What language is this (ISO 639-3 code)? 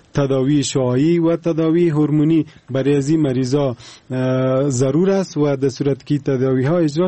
fas